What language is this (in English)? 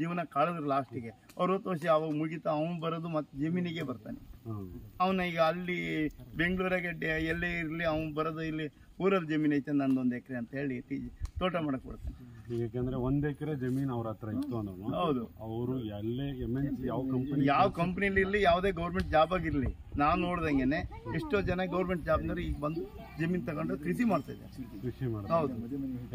Kannada